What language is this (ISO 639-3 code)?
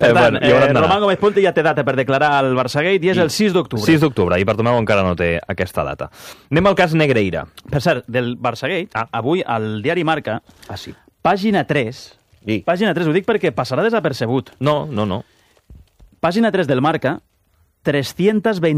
cat